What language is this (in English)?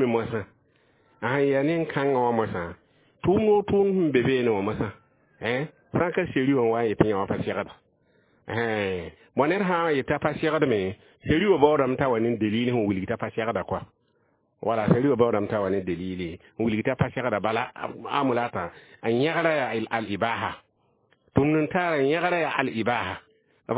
Mossi